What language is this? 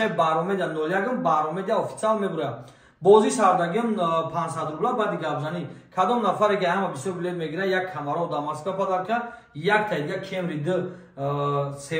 Tajik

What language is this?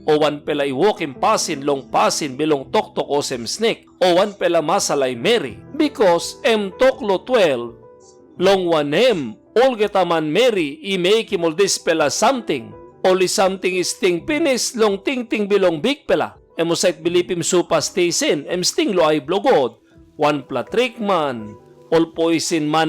Tok Pisin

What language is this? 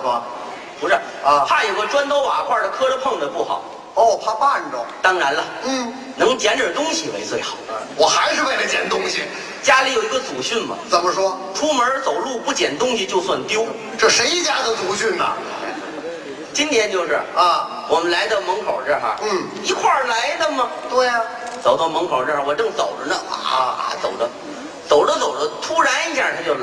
Chinese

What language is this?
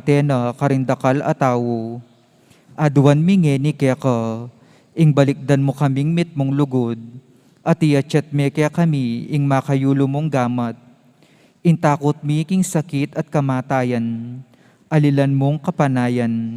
Pampanga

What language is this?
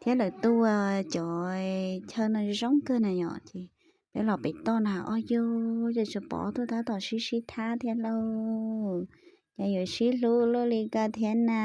Hmong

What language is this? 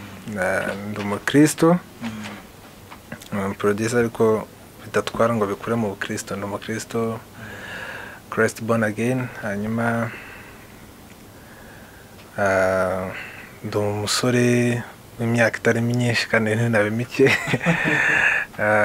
Kinyarwanda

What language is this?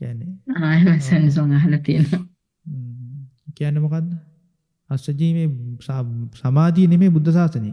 Sinhala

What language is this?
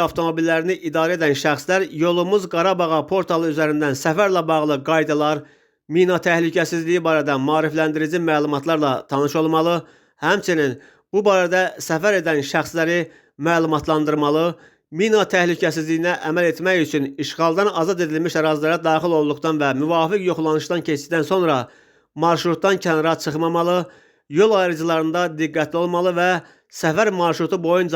Azerbaijani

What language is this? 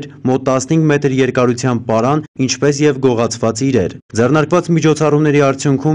Armenian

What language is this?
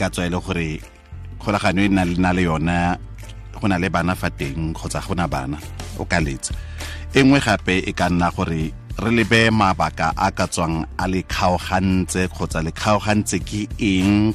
Tswana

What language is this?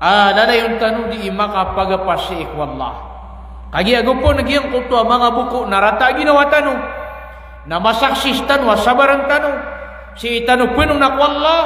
Maranao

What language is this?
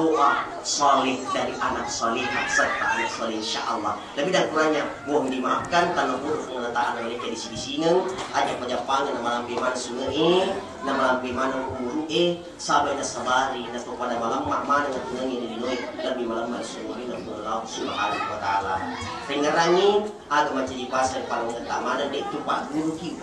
Buginese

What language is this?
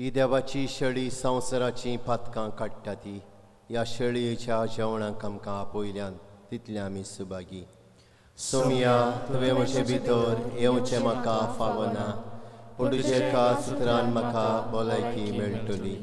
Konkani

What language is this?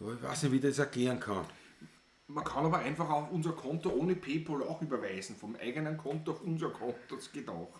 Bavarian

